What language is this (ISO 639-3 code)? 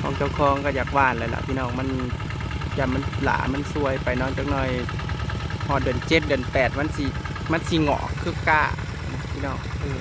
tts